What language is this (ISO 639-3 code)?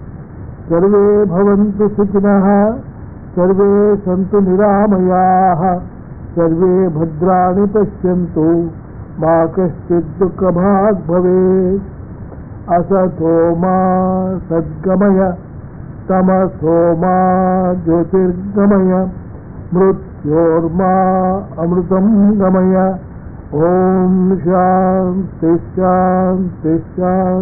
san